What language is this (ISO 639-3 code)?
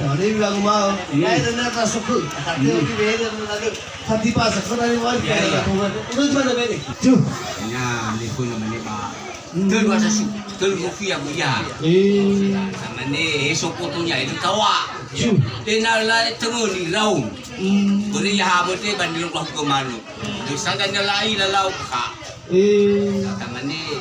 nia